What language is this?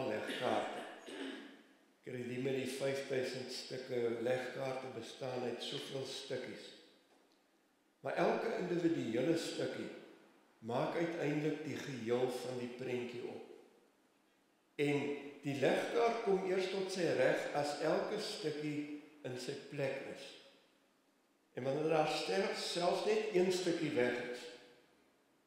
Afrikaans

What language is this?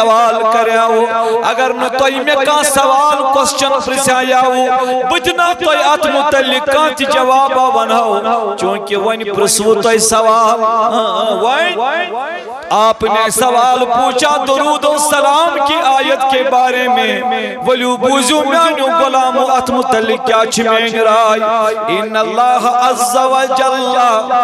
Kashmiri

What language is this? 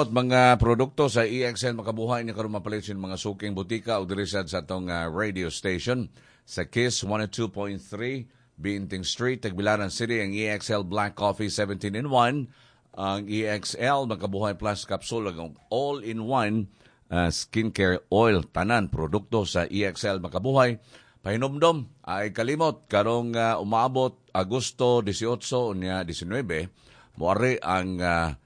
Cebuano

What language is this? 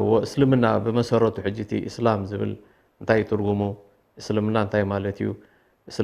Tigrinya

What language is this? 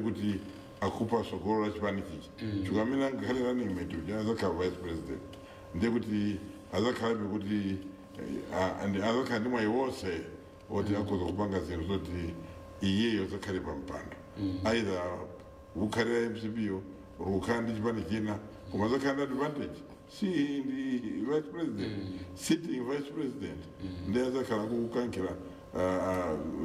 Nyanja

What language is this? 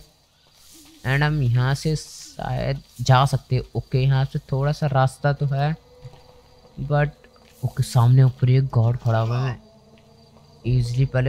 Hindi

